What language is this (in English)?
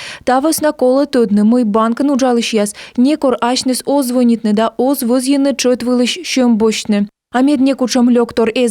Komi